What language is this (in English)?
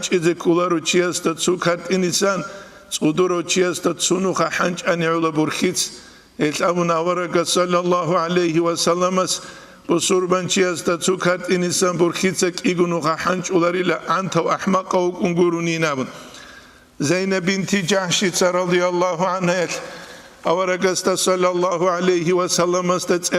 Avaric